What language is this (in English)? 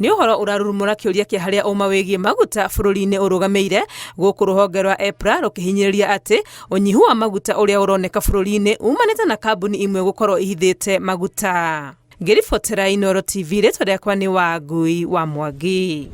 Kikuyu